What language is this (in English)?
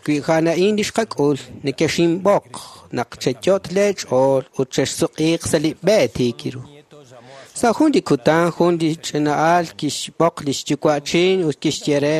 Kekchí